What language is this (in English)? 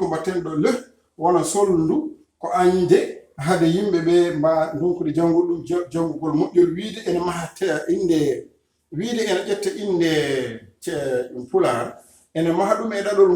Fula